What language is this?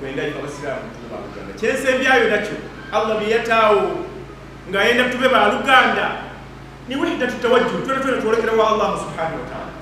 Ganda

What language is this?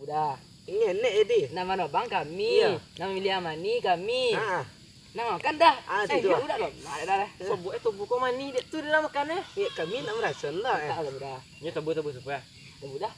Minangkabau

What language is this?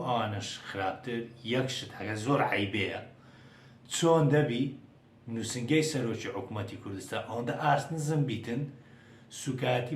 Central Kurdish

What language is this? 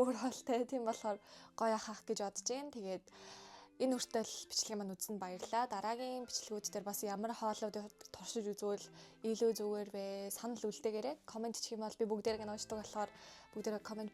Mongolian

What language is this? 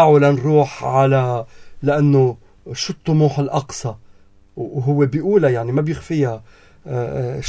North Levantine Arabic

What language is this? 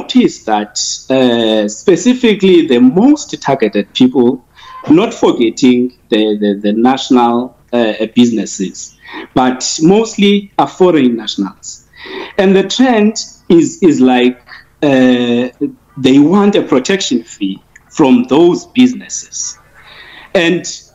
English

